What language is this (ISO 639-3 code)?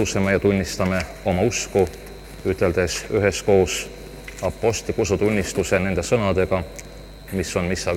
est